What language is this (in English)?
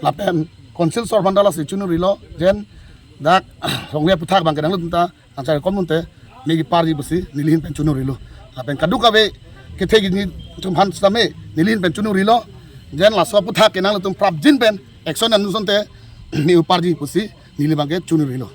Karbi